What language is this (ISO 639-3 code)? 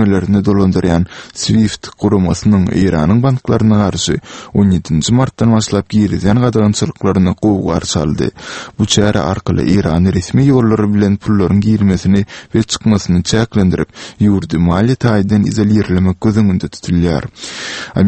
tuk